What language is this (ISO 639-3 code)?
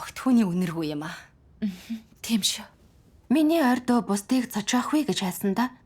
mon